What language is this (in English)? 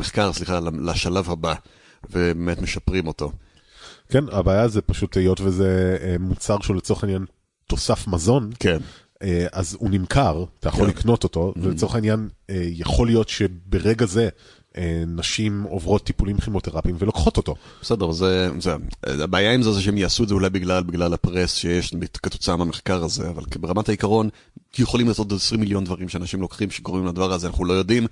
Hebrew